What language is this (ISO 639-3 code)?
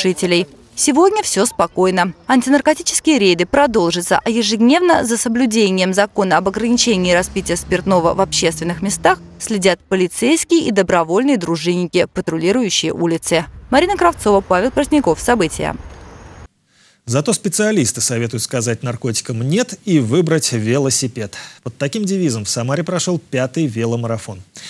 rus